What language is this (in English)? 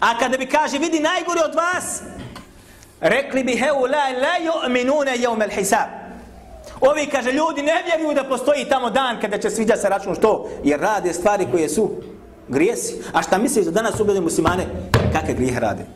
Bosnian